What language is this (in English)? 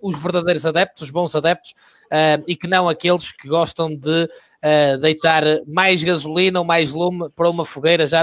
Portuguese